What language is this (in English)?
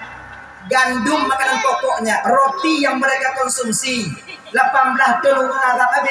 Achinese